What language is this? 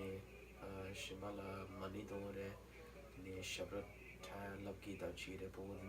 Tibetan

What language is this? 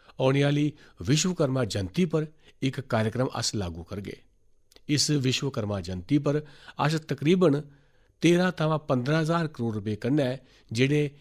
Dogri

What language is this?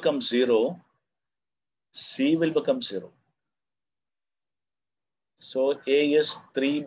English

